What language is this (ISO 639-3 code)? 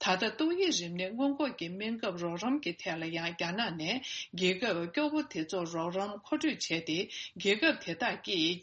bod